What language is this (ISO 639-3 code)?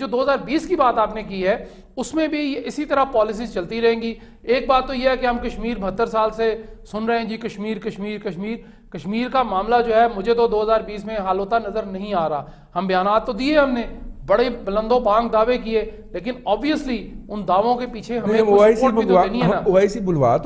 urd